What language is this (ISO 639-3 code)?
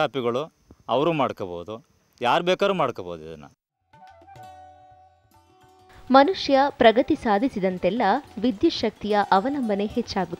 kan